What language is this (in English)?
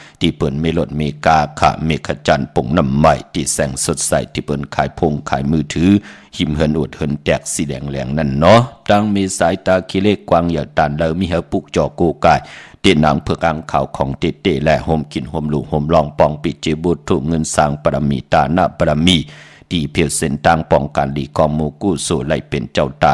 Shan